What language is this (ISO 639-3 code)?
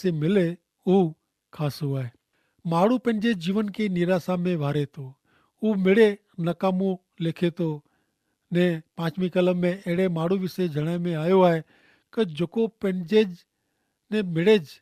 kfr